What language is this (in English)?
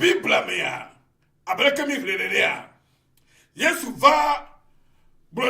Ewe